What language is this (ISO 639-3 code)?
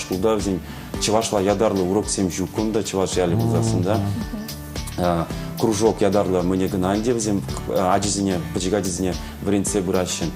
chv